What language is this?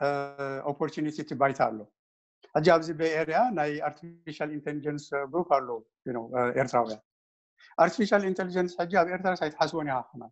Tigrinya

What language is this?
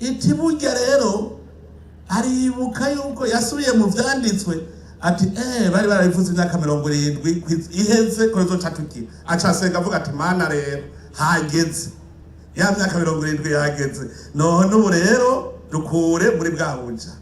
Rundi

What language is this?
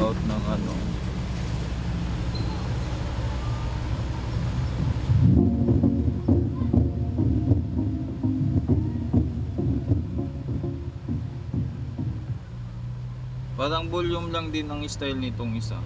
Filipino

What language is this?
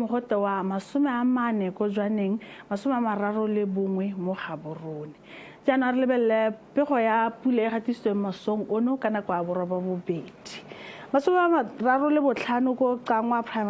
Tswana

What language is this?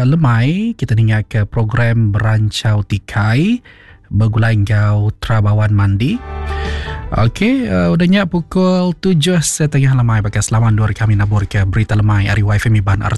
Iban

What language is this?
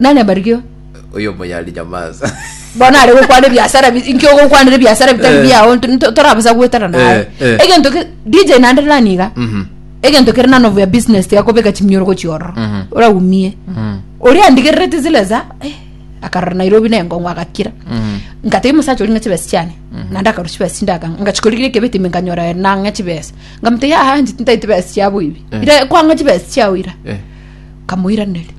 Gusii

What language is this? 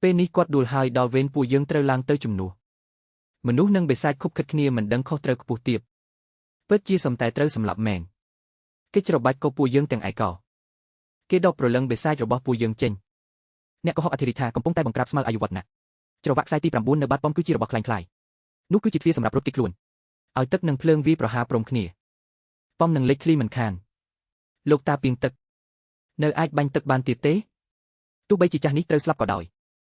Khmer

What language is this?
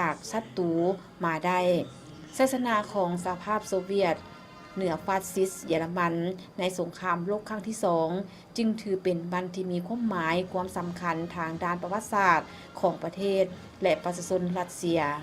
Lao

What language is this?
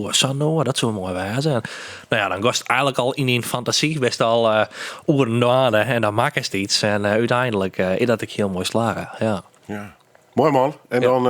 Western Frisian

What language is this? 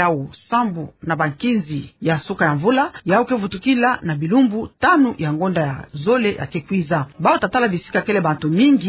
Kituba (Democratic Republic of Congo)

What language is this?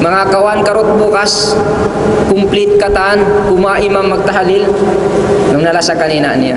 Tausug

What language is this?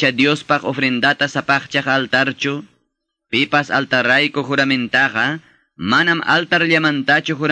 Quechua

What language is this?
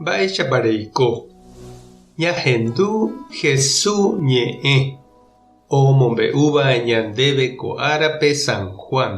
Guarani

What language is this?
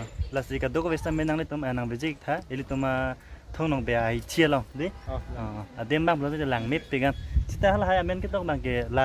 Karbi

